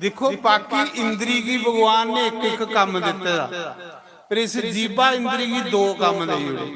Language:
Dogri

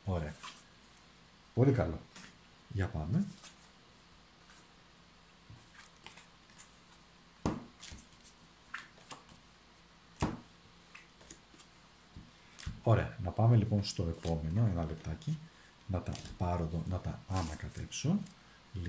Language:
Greek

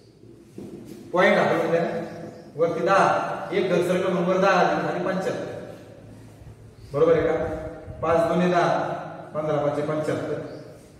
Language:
Marathi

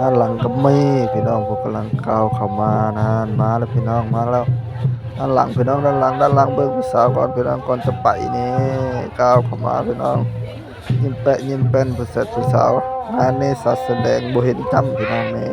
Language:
Northeastern Thai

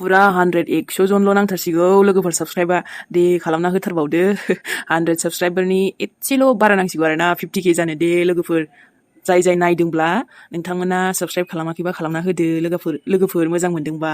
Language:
Bodo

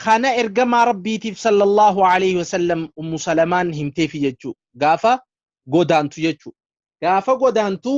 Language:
Oromo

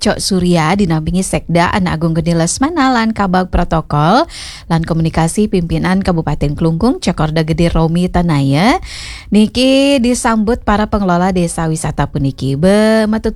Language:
Balinese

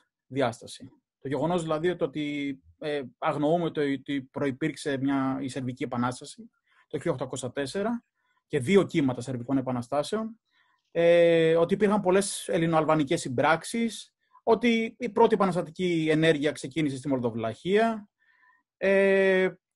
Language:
Greek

